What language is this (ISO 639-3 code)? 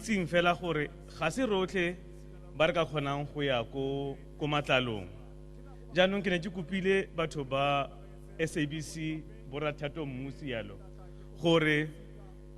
tsn